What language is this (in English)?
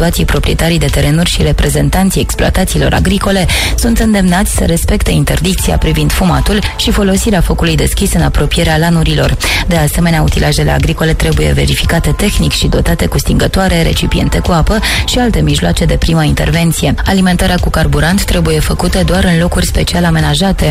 Romanian